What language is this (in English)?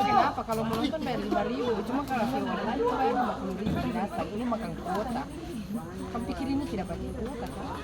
Ambonese Malay